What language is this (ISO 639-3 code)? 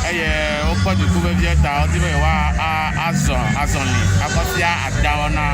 ewe